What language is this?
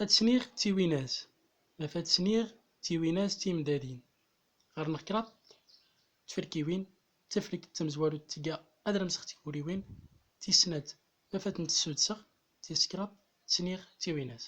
Central Atlas Tamazight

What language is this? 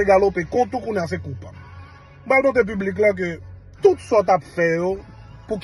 Haitian Creole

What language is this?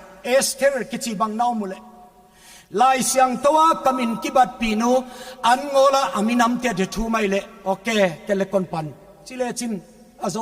Paite Chin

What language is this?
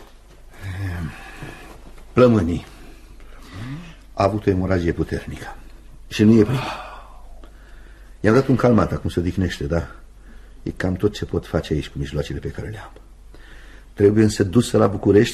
Romanian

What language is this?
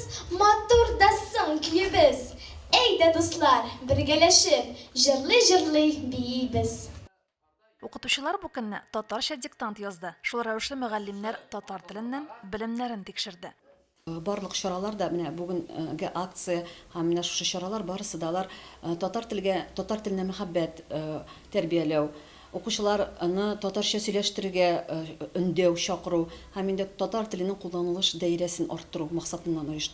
Tatar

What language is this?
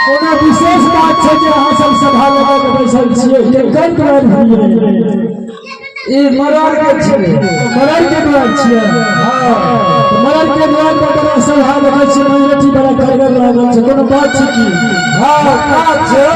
Maithili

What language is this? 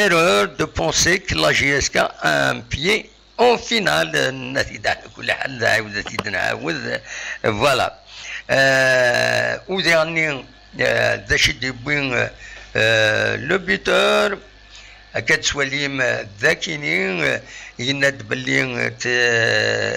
Kabyle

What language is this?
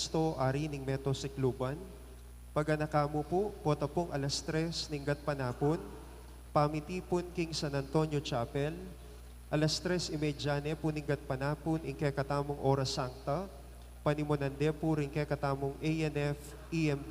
Pampanga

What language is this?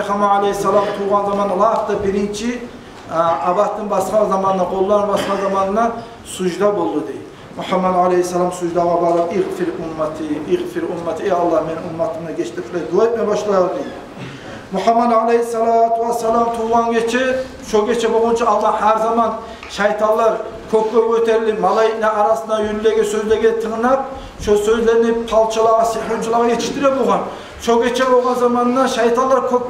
Kumyk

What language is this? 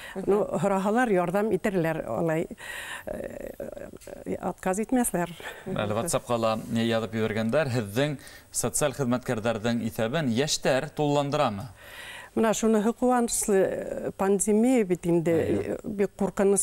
Bashkir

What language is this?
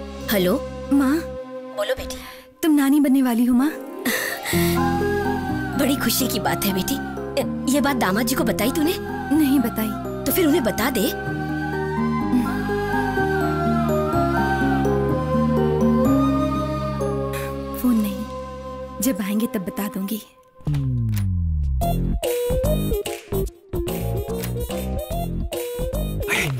Hindi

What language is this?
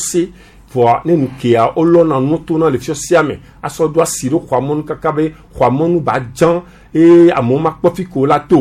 Gen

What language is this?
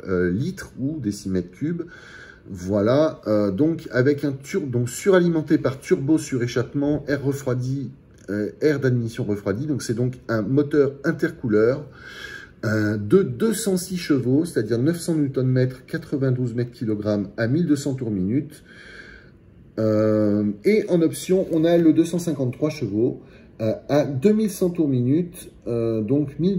French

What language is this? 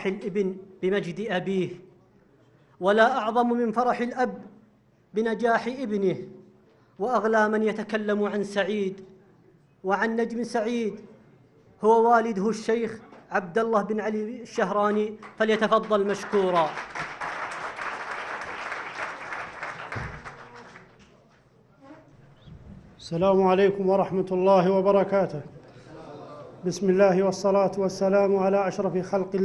Arabic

